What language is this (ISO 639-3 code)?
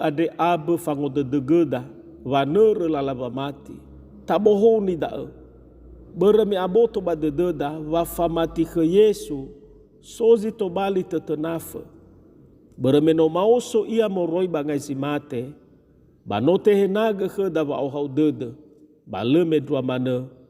nia